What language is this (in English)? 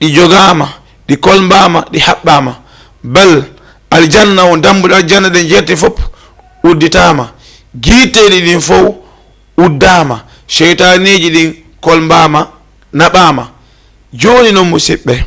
Fula